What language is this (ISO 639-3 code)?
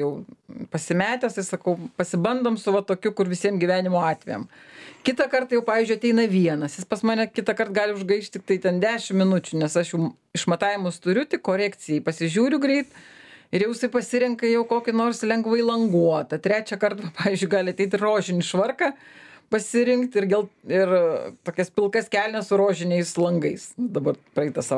lit